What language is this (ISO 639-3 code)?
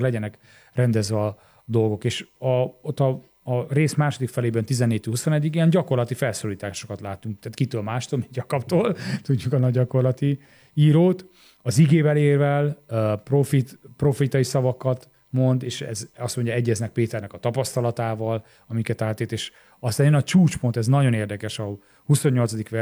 hun